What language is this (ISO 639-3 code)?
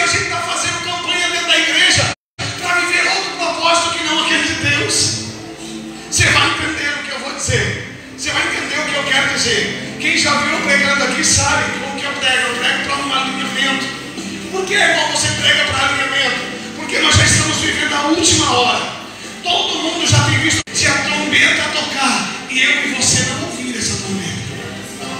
por